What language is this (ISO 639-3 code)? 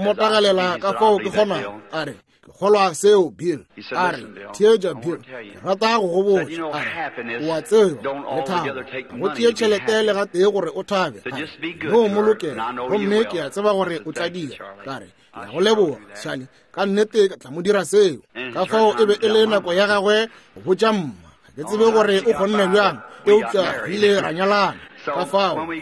nso